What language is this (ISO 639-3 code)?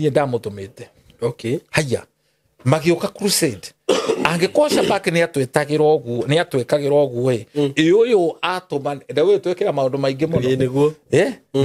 kik